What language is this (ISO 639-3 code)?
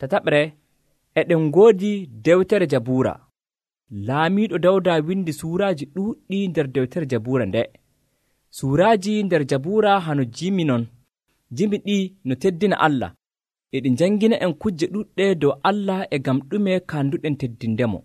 fuv